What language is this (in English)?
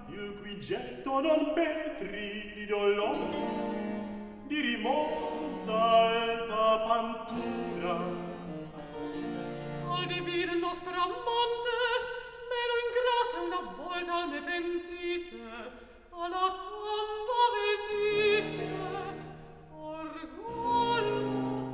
Italian